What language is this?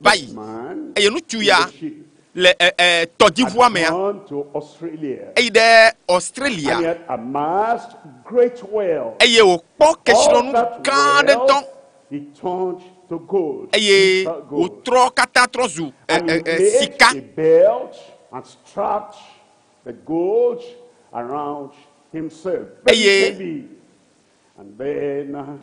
Ewe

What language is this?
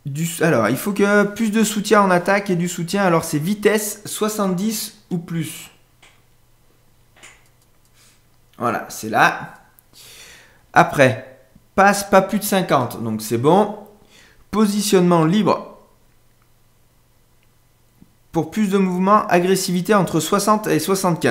French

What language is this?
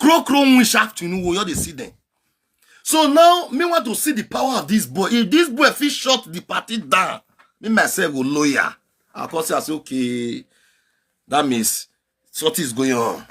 Nigerian Pidgin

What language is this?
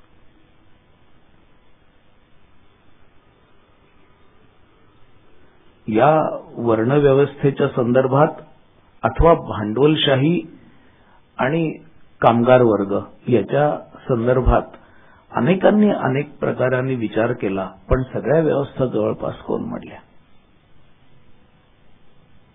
Marathi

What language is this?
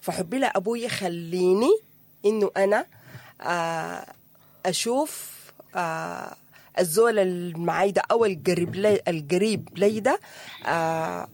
Sudanese Arabic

